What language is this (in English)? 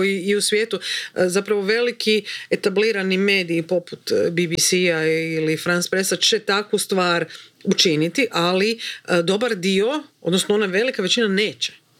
Croatian